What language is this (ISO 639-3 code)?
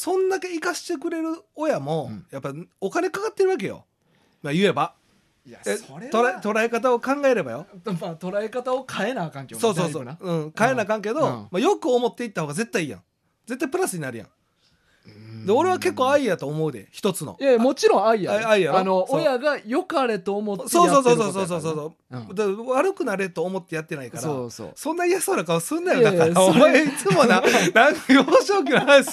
jpn